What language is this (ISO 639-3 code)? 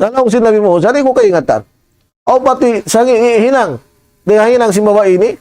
tsg